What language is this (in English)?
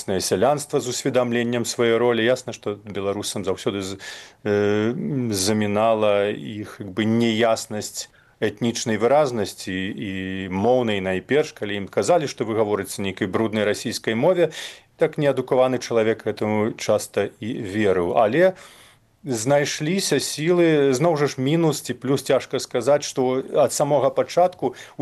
Belarusian